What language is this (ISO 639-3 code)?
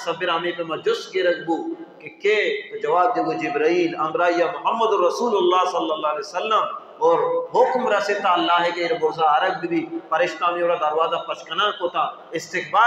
bal